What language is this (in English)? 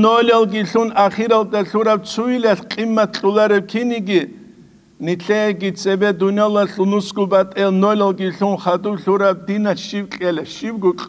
Avaric